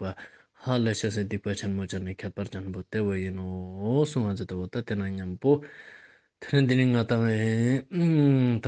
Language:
Ladakhi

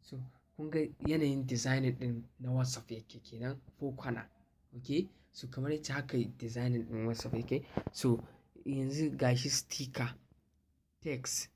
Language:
Hausa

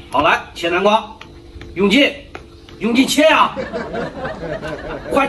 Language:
Chinese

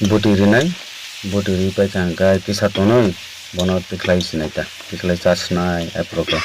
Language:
Kok Borok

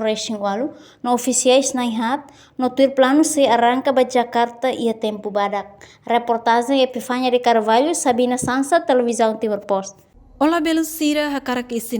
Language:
Tetum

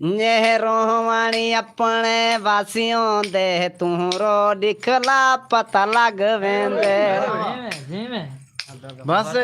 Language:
Saraiki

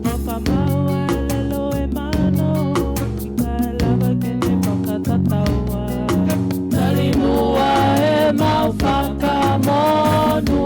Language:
Tongan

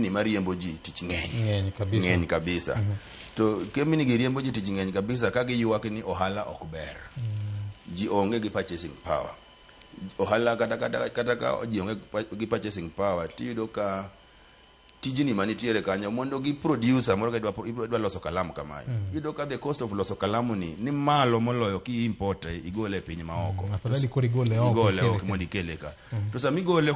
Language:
Luo (Kenya and Tanzania)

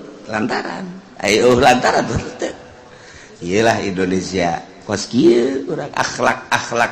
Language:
Sundanese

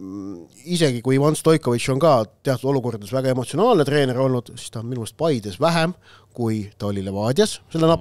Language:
Estonian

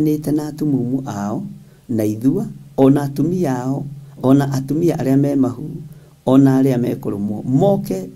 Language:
Kikuyu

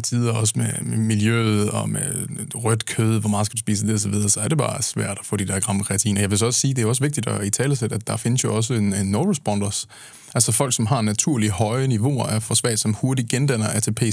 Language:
Danish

